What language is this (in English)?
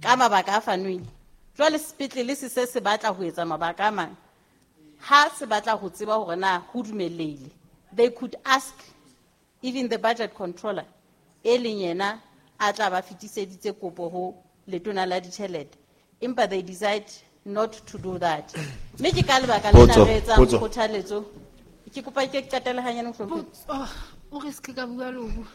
Southern Sotho